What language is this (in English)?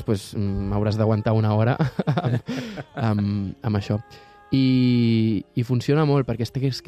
Catalan